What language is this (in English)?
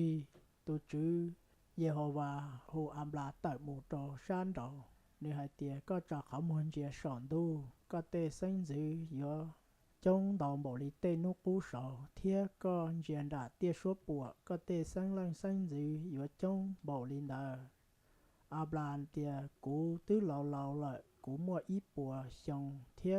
Hmong